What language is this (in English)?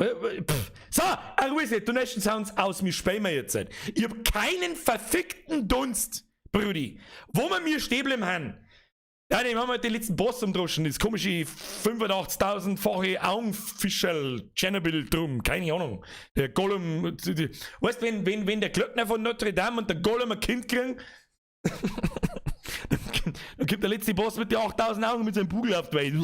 Bavarian